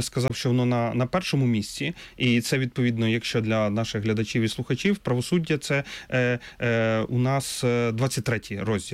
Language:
Ukrainian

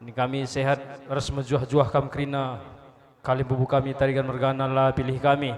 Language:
Batak Karo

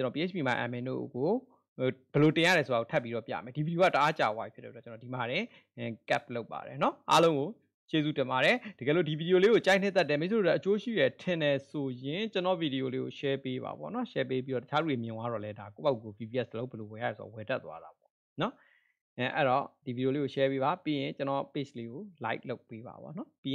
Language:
Burmese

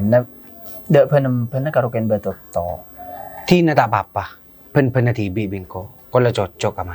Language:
Madurese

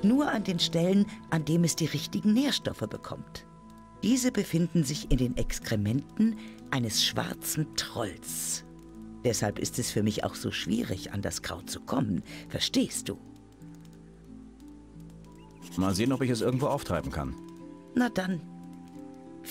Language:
German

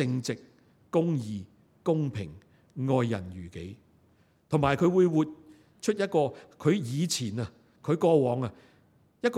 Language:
Cantonese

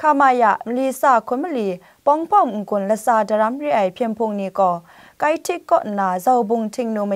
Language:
Kachin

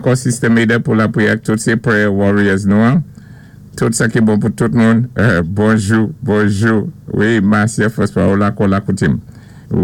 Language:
Saint Lucian Creole French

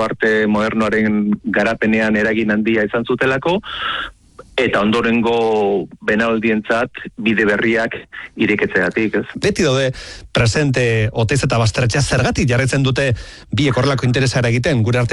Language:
Basque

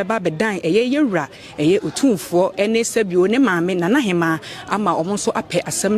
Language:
Akan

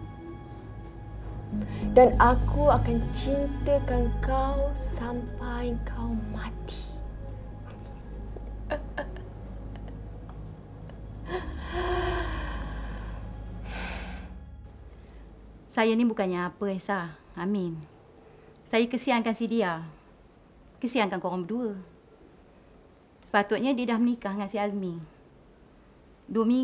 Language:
Malay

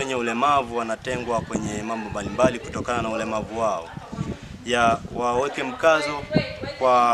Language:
Swahili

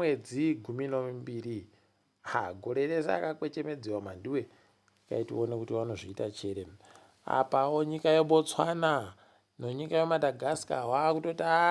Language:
Ndau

